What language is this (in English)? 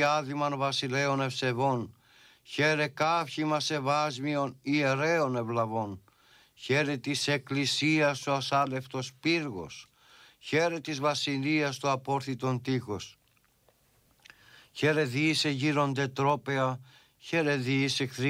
Greek